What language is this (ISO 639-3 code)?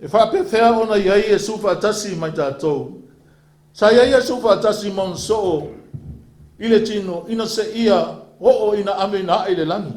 smo